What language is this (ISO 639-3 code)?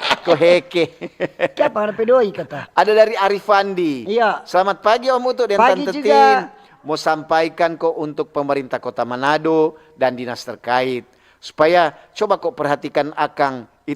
xmm